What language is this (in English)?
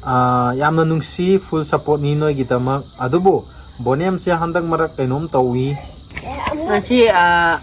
Manipuri